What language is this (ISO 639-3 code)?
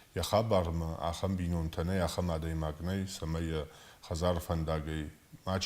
oss